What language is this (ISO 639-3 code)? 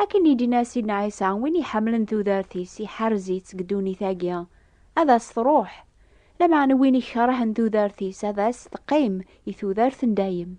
kab